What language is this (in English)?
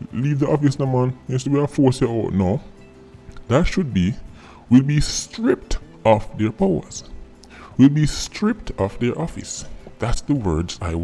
Jamaican Creole English